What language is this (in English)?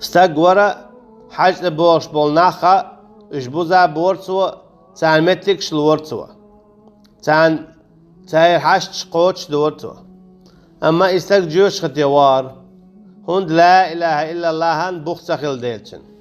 Chechen